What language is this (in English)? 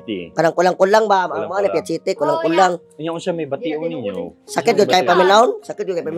Cebuano